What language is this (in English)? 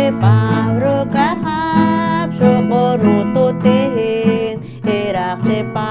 Poqomchi'